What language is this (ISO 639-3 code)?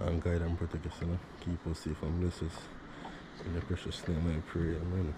jam